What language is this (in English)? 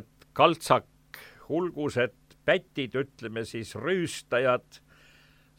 Estonian